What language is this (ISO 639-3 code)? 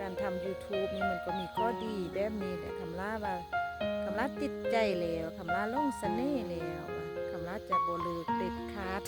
lao